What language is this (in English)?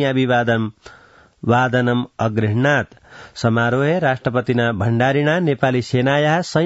Sanskrit